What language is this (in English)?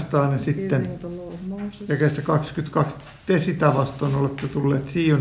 Finnish